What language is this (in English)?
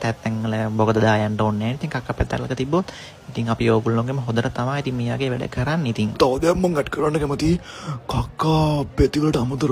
Sinhala